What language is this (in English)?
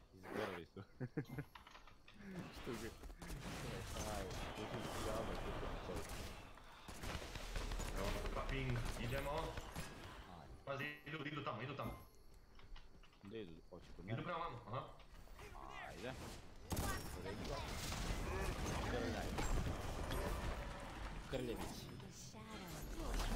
Croatian